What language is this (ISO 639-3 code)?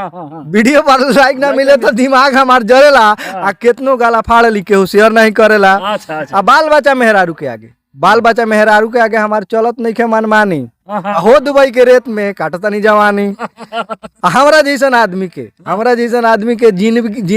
bho